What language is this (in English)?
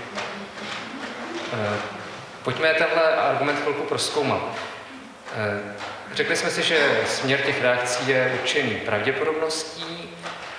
Czech